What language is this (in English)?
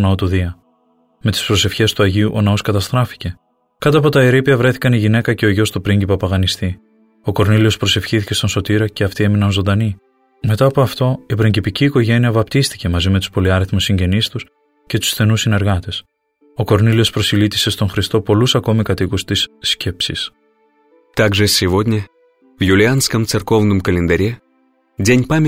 Greek